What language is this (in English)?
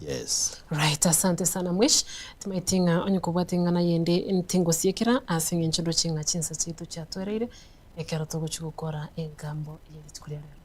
Gusii